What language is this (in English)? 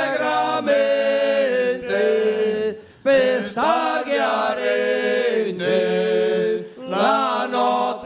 Venetian